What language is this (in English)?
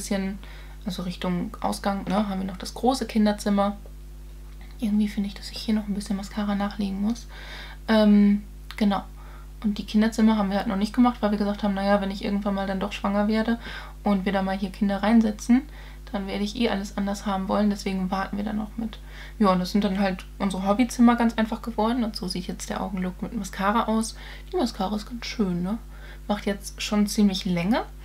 German